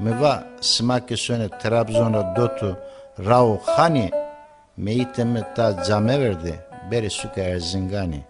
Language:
Zaza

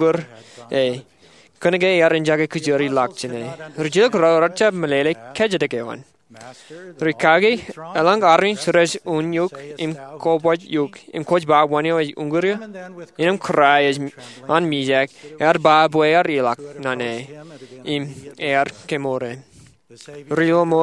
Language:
Marshallese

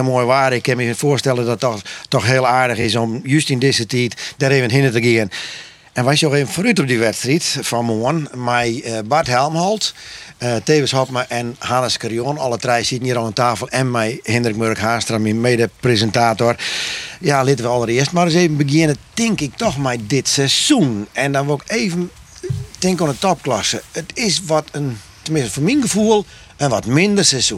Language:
Western Frisian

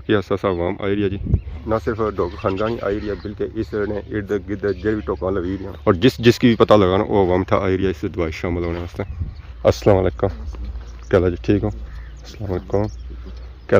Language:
Pahari-Potwari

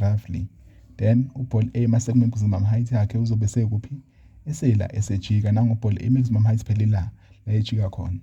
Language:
Zulu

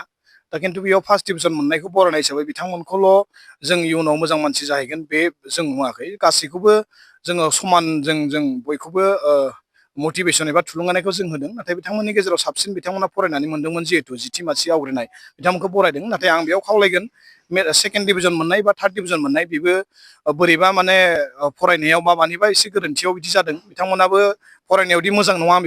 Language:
Bodo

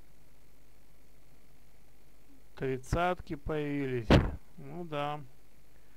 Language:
Russian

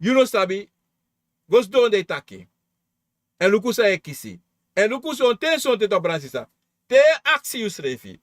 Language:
Sranan Tongo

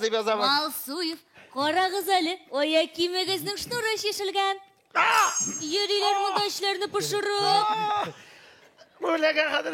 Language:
Tatar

